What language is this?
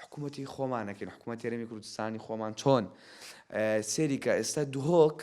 Central Kurdish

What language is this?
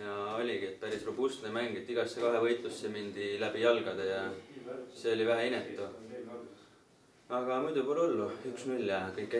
Estonian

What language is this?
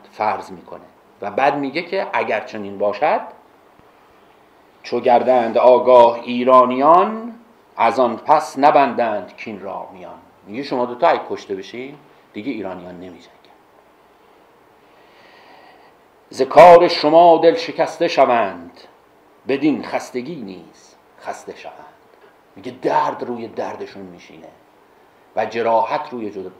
Persian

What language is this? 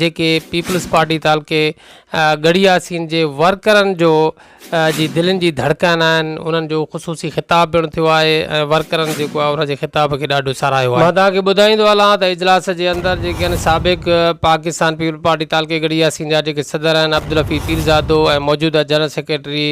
Sindhi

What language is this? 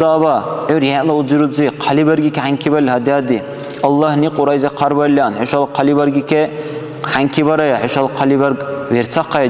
Dargwa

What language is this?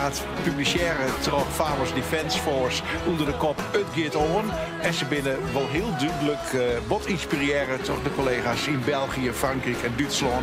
Western Frisian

